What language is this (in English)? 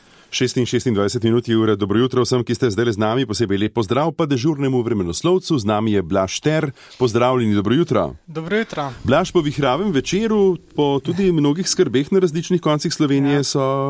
Slovenian